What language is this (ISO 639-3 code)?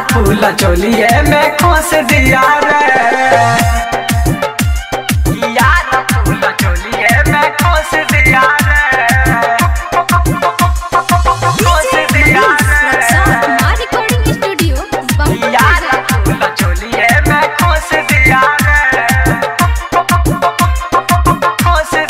bho